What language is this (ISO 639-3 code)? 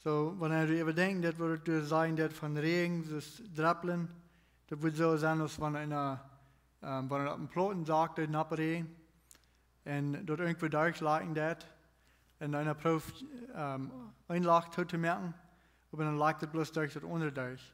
pdt